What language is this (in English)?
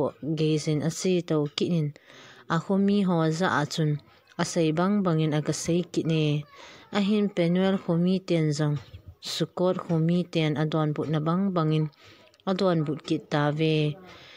Thado Chin